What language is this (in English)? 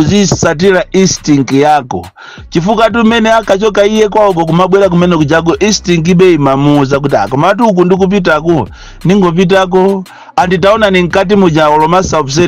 Nyanja